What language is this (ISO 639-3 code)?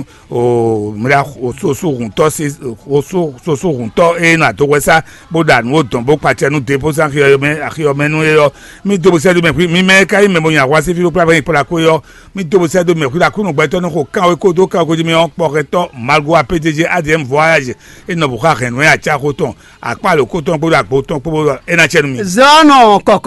fon